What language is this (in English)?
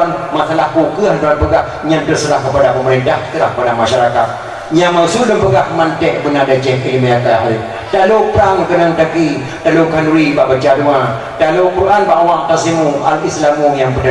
Achinese